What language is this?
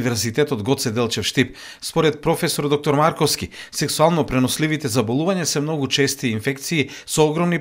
Macedonian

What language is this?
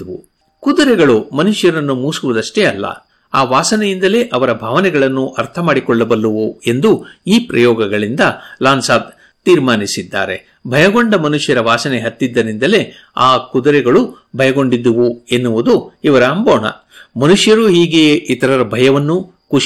Kannada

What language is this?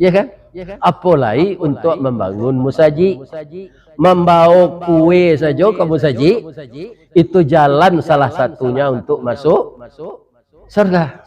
Minangkabau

